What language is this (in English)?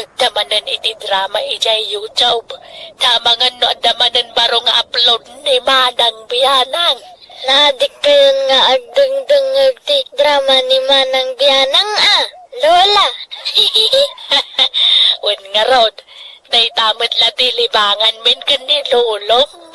Iloko